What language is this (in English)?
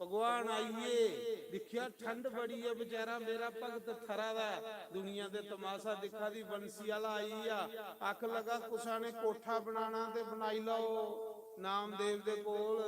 Dogri